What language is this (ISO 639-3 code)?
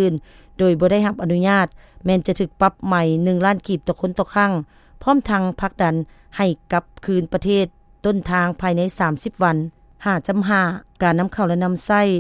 lao